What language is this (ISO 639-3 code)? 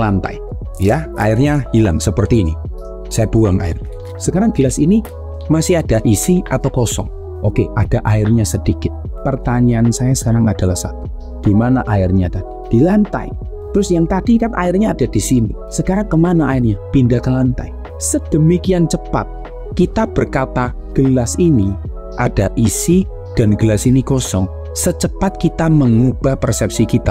ind